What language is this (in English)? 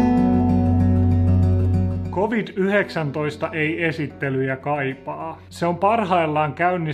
Finnish